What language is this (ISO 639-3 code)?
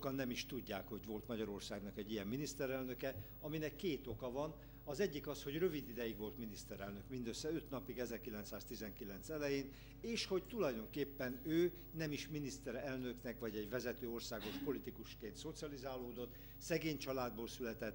hun